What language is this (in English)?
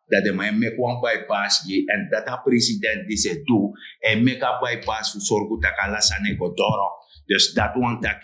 Sranan Tongo